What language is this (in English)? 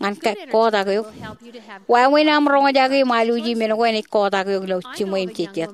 Marshallese